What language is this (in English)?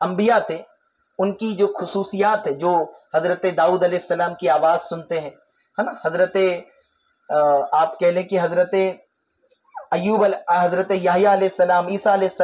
Urdu